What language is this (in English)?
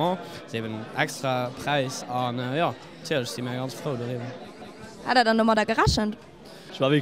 Luxembourgish